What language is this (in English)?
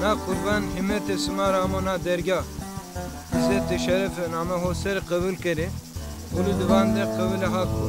Zaza